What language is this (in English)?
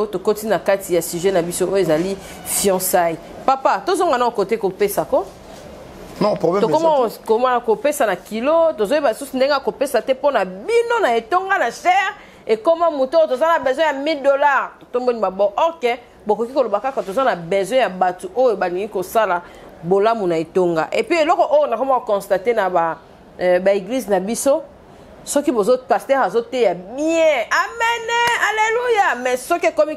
Lingala